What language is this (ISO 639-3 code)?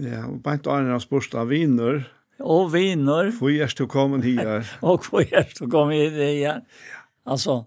fao